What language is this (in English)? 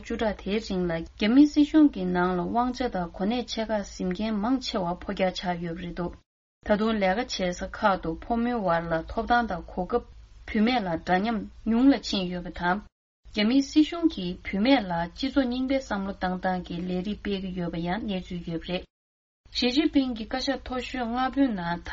Tibetan